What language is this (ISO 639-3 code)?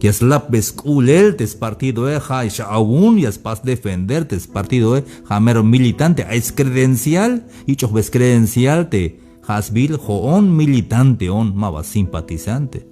tzh